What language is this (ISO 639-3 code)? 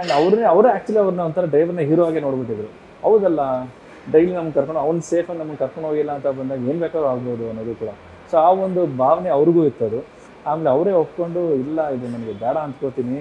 kan